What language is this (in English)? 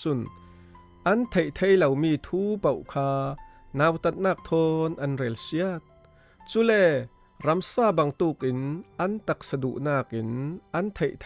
Falam Chin